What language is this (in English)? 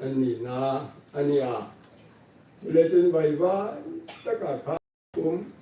Hmar